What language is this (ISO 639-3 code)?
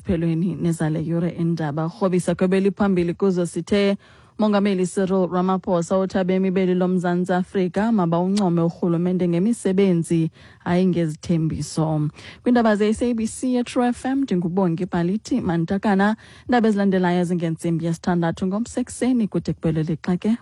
xho